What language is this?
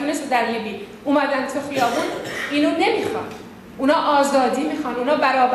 Persian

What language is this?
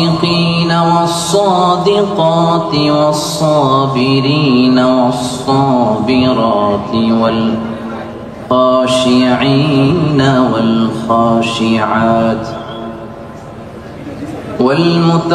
Bangla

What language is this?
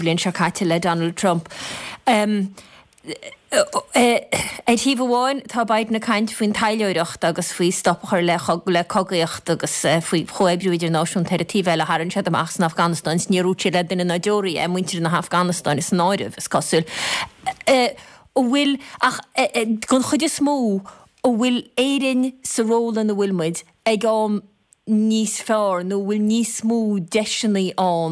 Irish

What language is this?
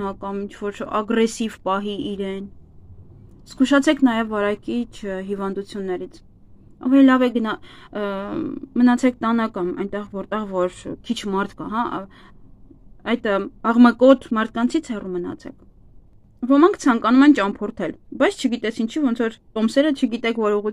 Armenian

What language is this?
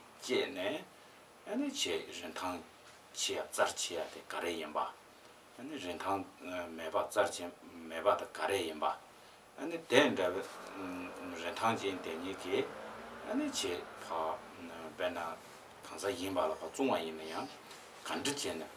Tibetan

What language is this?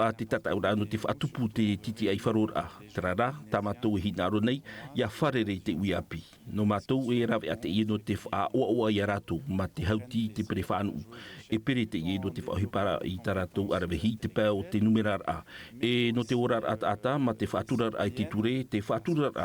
Tahitian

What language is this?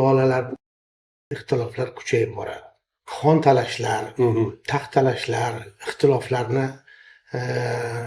Uzbek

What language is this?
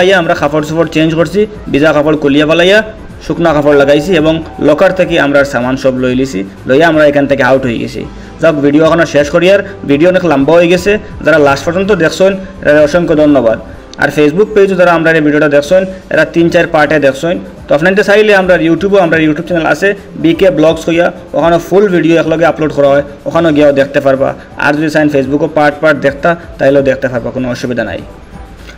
Sylheti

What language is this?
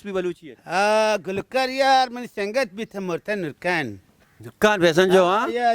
Baluchi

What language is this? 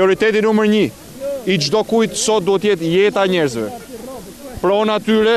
Albanian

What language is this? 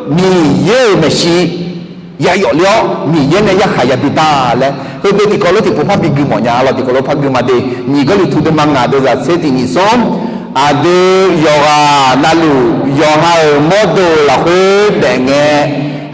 Akha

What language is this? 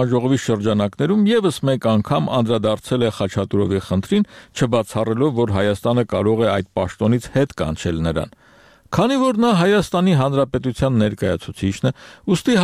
Armenian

